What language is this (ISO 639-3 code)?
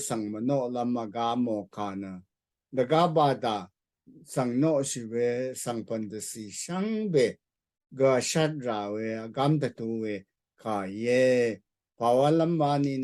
raw